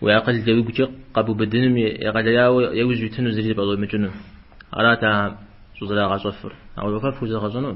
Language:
Kabardian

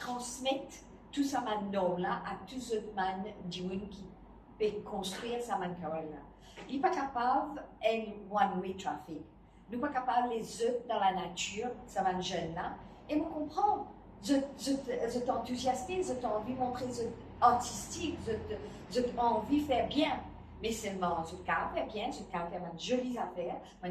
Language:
Morisyen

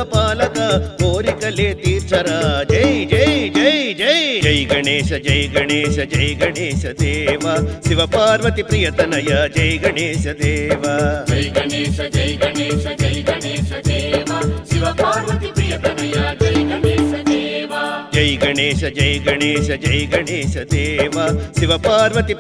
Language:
Telugu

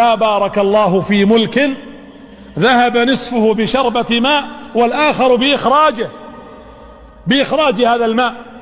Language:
Arabic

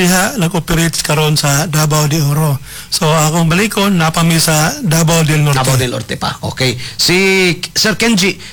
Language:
Cebuano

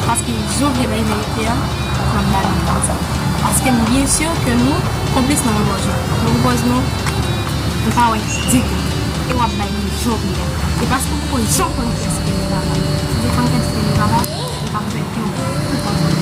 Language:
Haitian Creole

